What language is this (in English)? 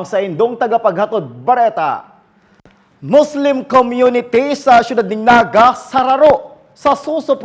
Bikol